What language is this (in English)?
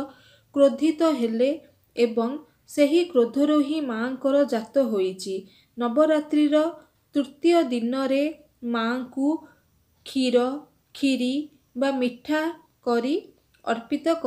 Odia